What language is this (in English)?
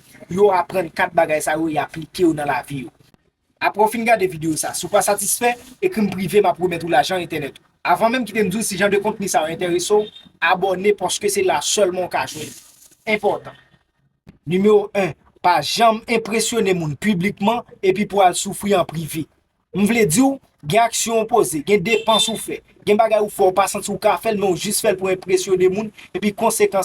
Haitian Creole